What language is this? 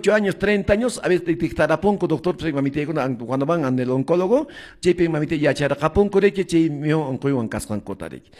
Quechua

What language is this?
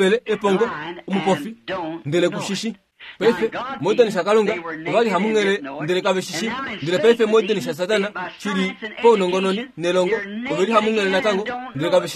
Kuanyama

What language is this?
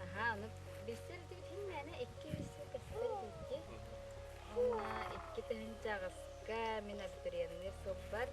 Yakut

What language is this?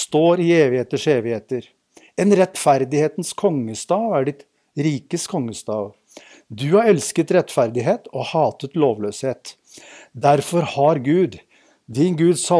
Norwegian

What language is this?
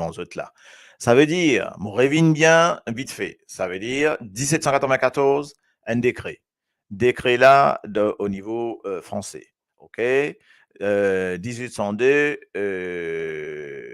Morisyen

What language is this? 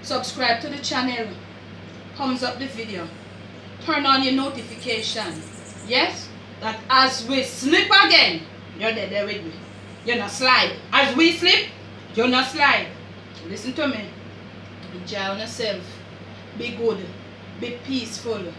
Jamaican Creole English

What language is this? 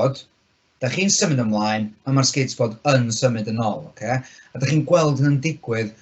Welsh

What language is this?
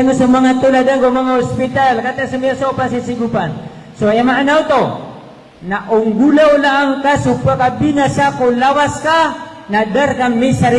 Maranao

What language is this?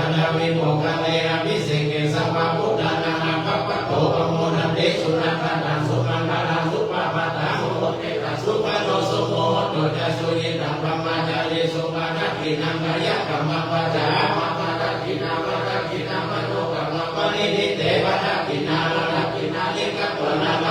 Pali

